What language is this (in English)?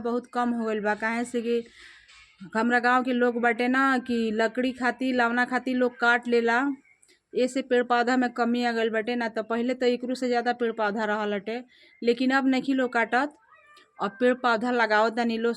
Bhojpuri